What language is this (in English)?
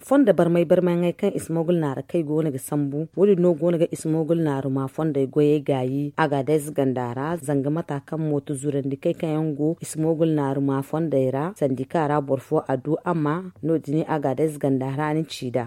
Zarma